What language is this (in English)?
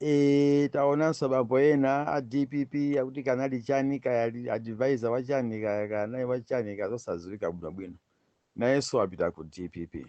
Nyanja